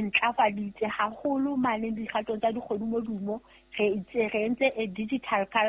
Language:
Southern Sotho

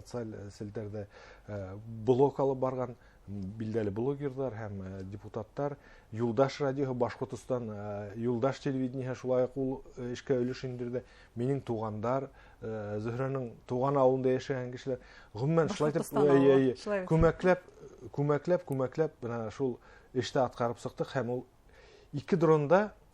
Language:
Bashkir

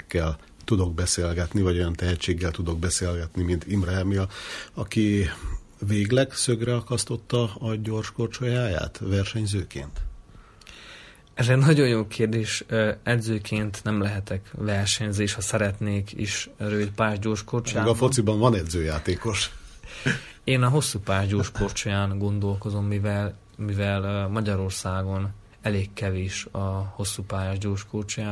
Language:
Hungarian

